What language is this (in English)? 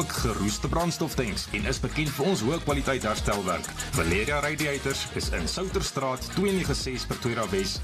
Afrikaans